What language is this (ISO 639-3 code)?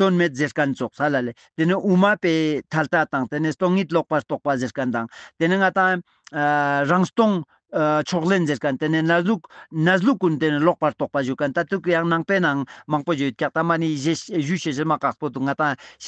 lbj